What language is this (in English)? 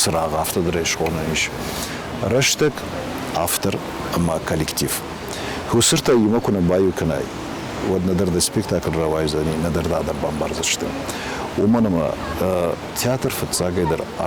Ossetic